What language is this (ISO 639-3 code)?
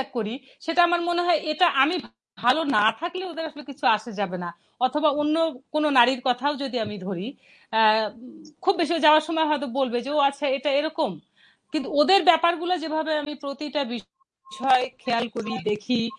ben